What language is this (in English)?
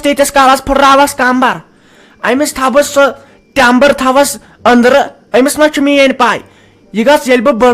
Kashmiri